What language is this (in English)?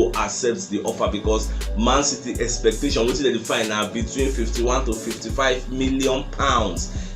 Nigerian Pidgin